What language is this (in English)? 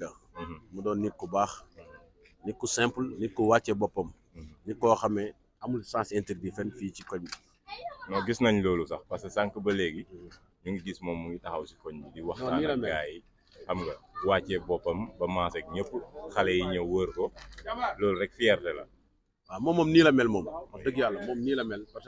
Wolof